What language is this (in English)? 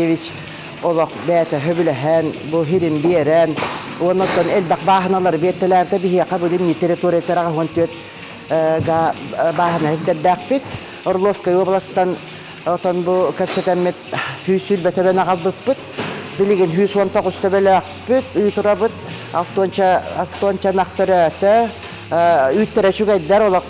Yakut